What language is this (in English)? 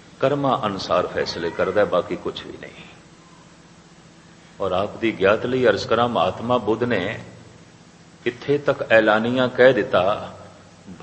Punjabi